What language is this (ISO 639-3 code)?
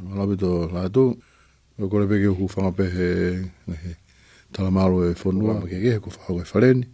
ton